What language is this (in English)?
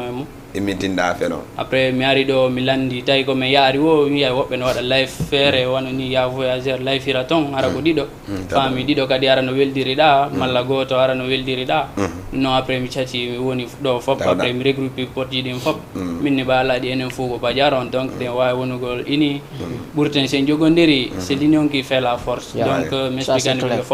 Fula